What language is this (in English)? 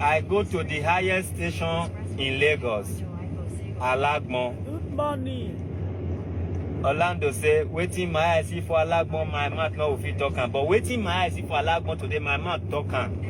Nigerian Pidgin